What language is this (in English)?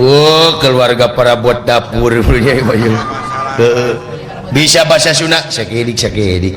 Sundanese